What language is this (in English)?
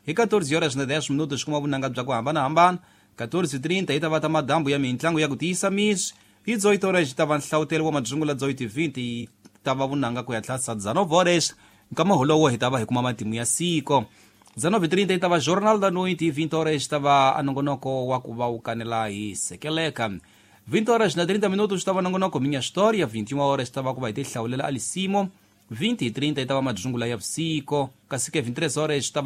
Tsonga